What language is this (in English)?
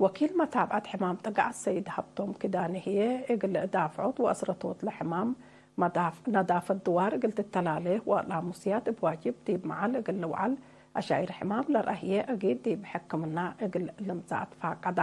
Tigre